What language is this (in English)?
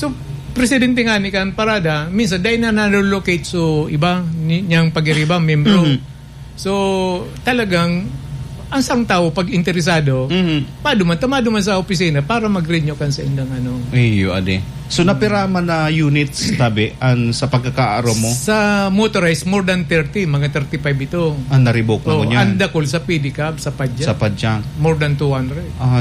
Bikol